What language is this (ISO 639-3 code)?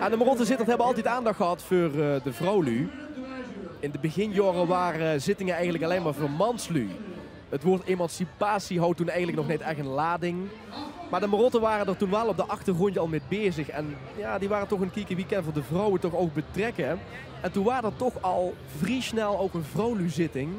lim